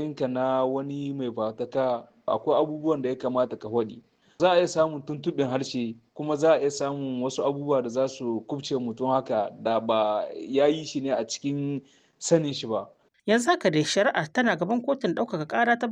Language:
Hausa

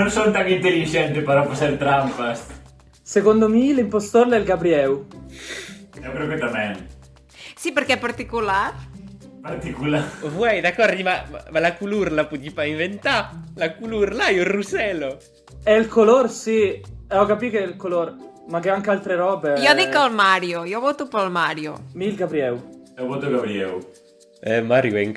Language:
Occitan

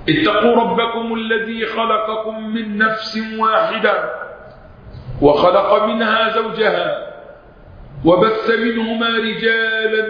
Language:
Arabic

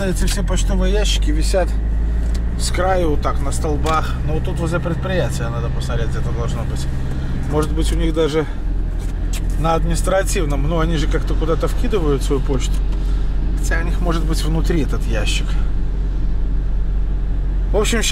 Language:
Russian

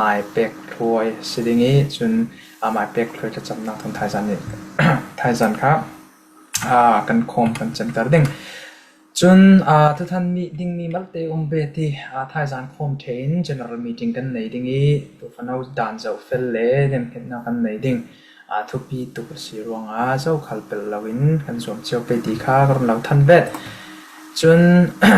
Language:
Falam Chin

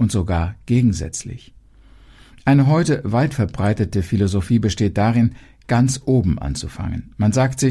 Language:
German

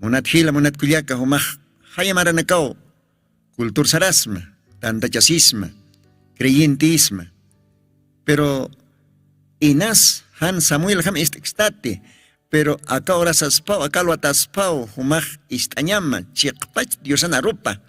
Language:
Aymara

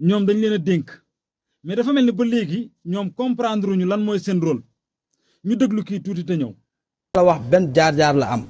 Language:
Wolof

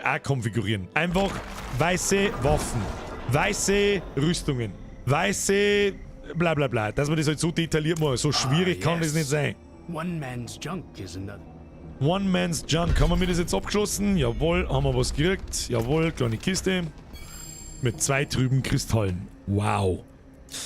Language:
Bavarian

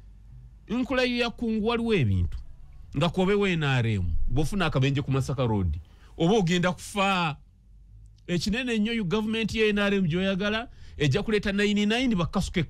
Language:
Ganda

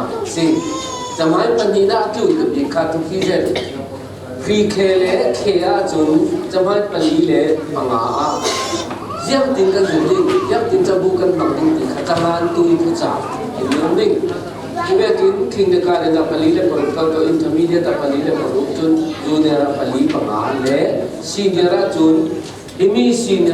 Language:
Falam Chin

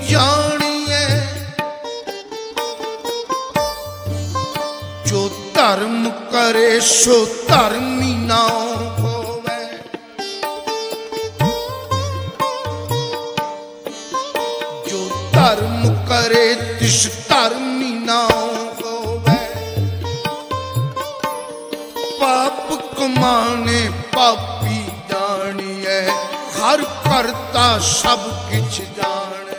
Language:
Punjabi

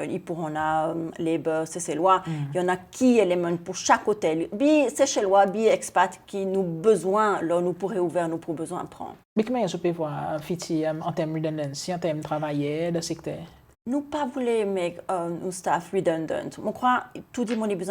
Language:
Seselwa Creole French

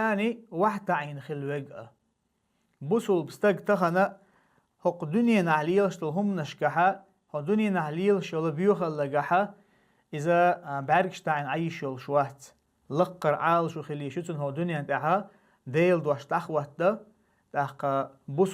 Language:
Chechen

